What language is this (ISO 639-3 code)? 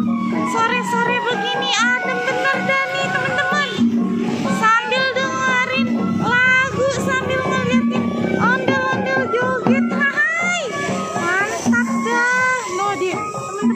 bew